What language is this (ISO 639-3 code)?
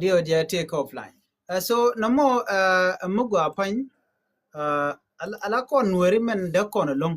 nus